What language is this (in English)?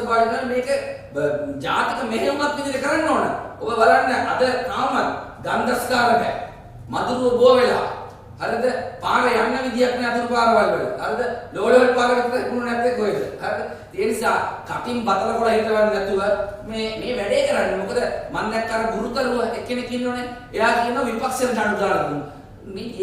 Sinhala